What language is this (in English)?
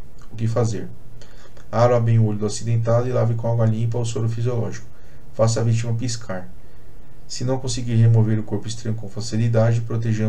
Portuguese